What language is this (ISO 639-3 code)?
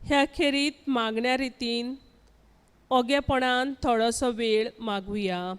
kok